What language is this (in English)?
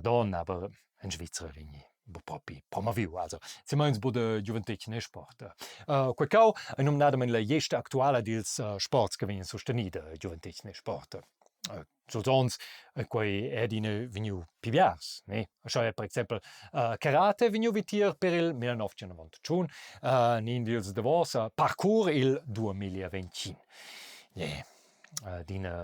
Romansh